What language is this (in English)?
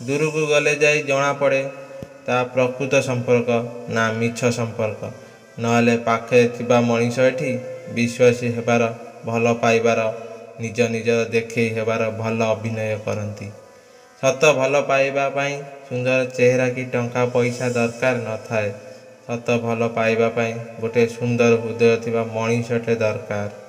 Odia